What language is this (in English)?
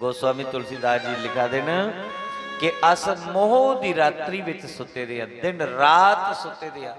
Dogri